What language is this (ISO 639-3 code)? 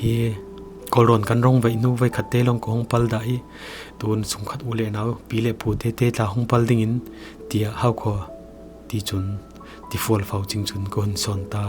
cfm